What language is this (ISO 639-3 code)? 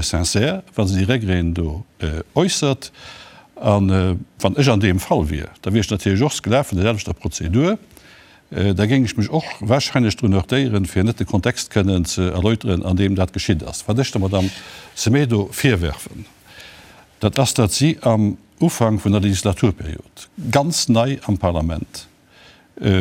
ltz